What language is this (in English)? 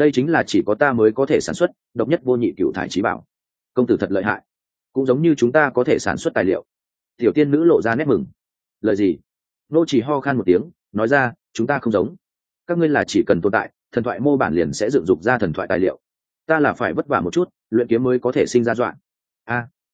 Vietnamese